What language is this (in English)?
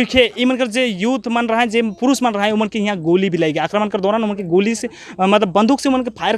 Sadri